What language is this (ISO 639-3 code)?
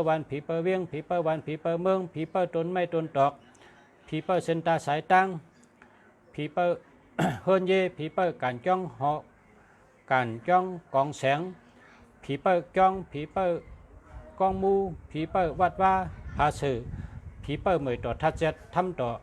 shn